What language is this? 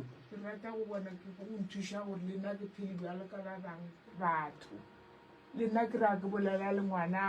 Northern Sotho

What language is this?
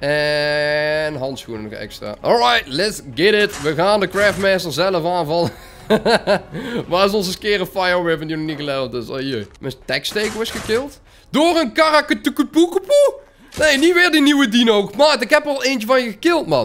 Dutch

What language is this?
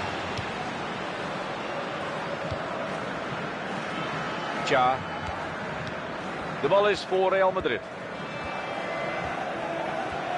Dutch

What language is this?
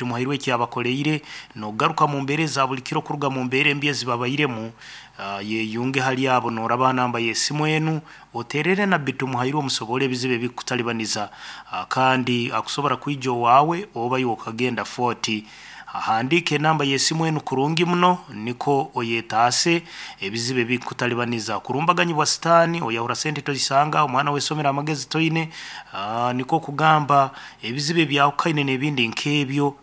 Nyankole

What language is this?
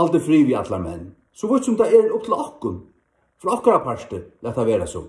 Faroese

